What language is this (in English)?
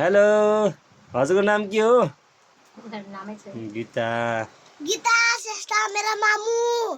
Nepali